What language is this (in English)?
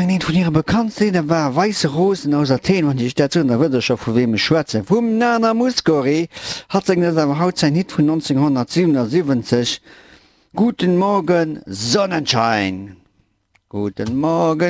Luxembourgish